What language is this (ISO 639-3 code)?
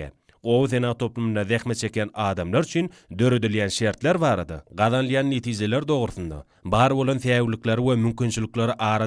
tuk